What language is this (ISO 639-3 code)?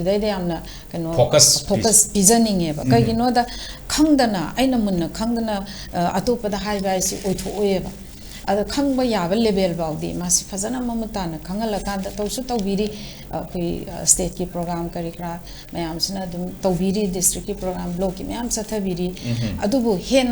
mni